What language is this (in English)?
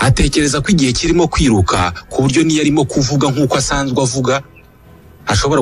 Kinyarwanda